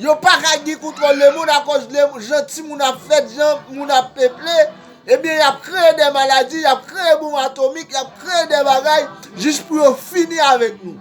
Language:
Haitian Creole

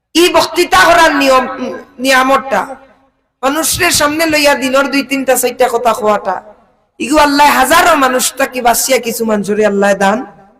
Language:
Sylheti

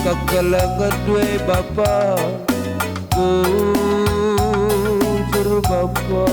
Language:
Batak Karo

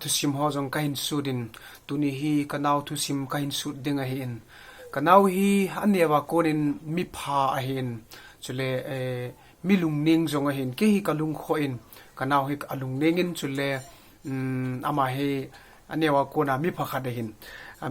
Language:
Thado Chin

